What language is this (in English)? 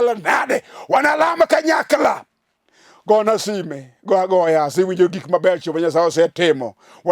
Luo (Kenya and Tanzania)